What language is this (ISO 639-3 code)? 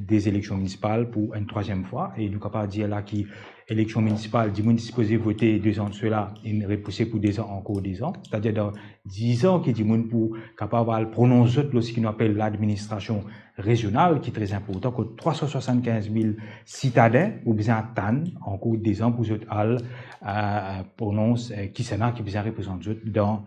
mfe